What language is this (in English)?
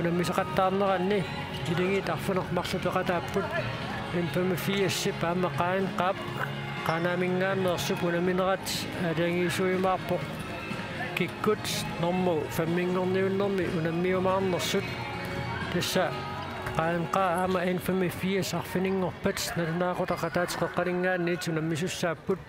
Kalaallisut